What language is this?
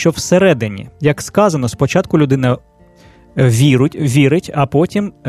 Ukrainian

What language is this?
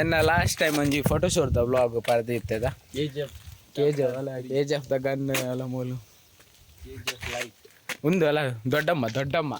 Tulu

